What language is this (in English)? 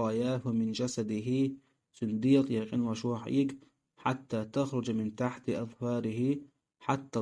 Chechen